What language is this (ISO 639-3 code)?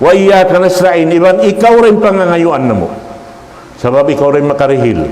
tsg